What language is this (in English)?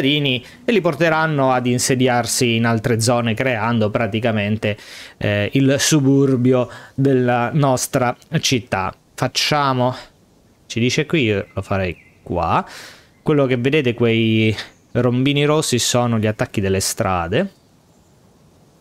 Italian